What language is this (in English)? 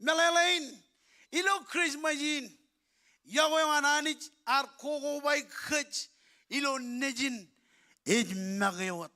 Marshallese